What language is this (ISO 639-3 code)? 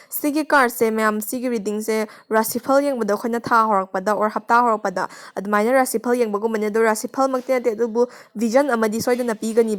mni